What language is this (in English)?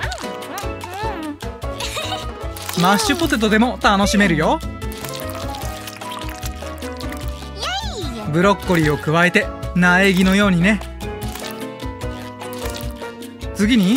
Japanese